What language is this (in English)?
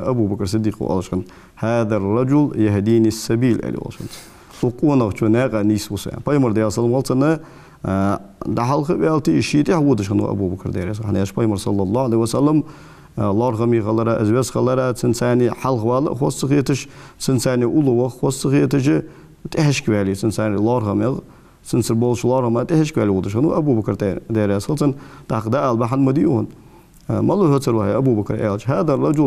Ingush